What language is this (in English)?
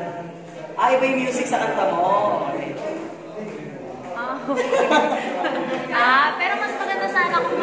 Filipino